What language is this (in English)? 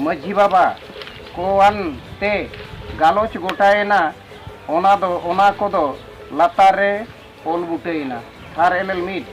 Santali